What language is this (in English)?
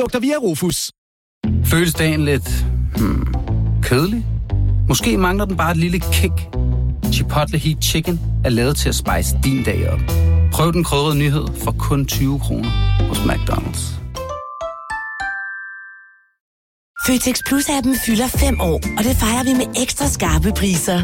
Danish